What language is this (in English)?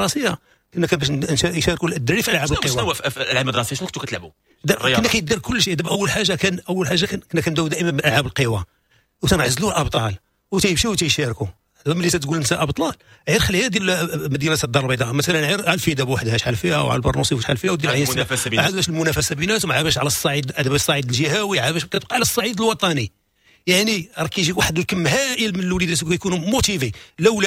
Moroccan Arabic